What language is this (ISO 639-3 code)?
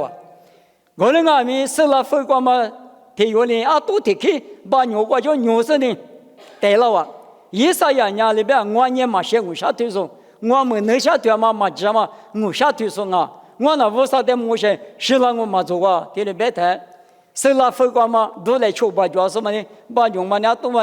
lis